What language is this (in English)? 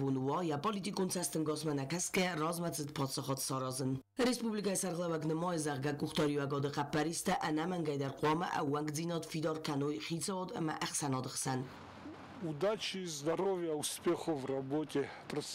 Ossetic